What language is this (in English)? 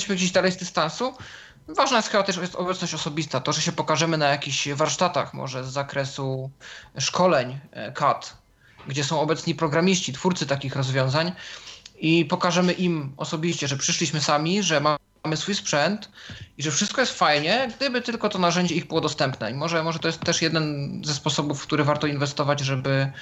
Polish